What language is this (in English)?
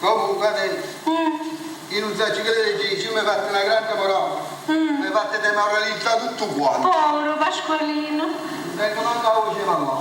Neapolitan